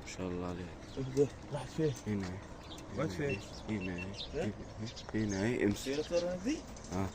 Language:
Egyptian Arabic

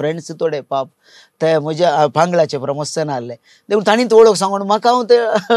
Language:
Konkani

